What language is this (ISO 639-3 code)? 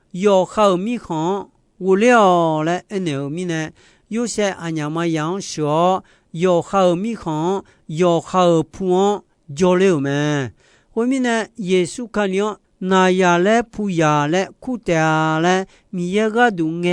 ahk